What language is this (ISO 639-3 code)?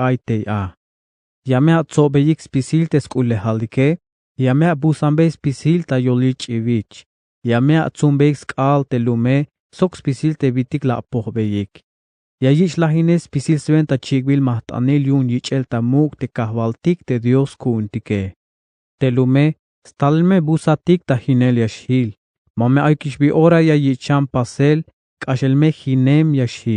tzh